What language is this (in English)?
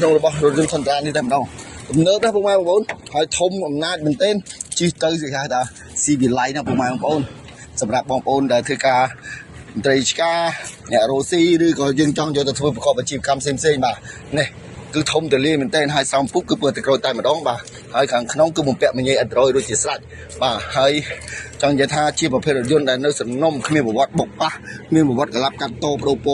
Khmer